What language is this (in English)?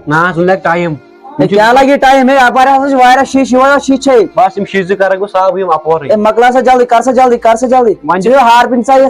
Kashmiri